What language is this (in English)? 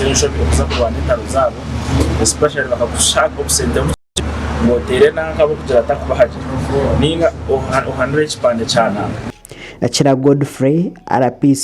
Nyankole